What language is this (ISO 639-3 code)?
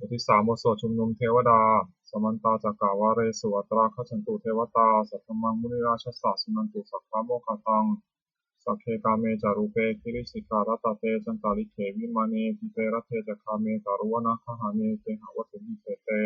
pli